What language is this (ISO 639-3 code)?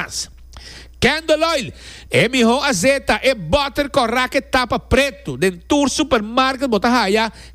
pap